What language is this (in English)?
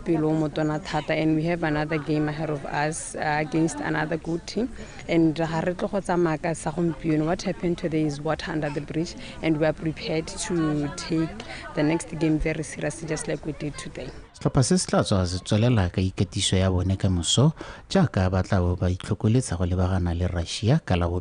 Tswana